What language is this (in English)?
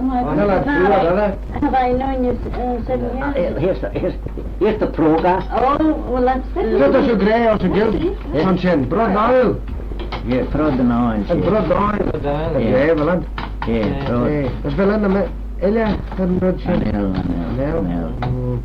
Manx